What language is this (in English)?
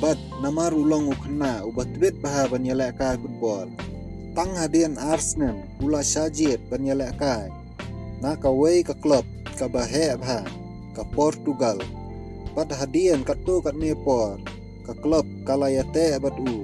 Khasi